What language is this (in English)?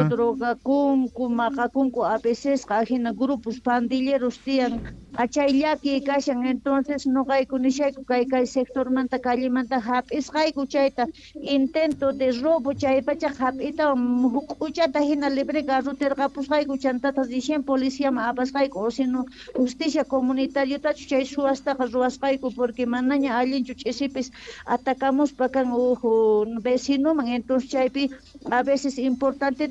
South Bolivian Quechua